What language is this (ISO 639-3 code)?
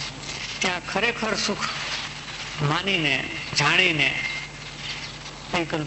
guj